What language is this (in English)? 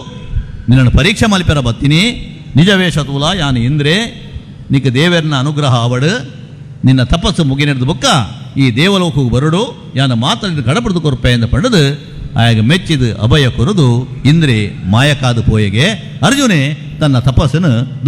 Tulu